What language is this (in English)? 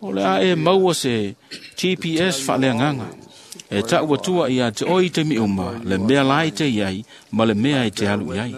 Samoan